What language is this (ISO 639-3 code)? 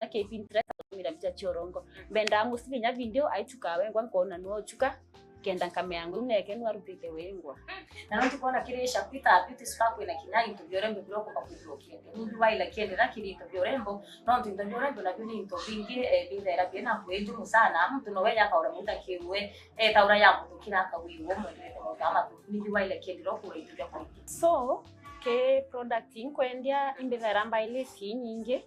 mer